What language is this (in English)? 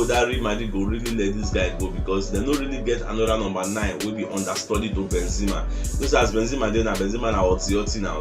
Nigerian Pidgin